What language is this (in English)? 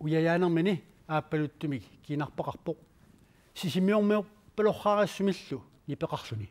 Kalaallisut